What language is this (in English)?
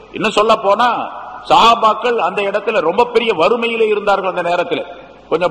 Tamil